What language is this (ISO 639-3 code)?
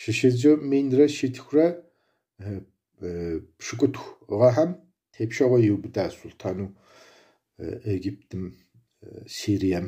kbd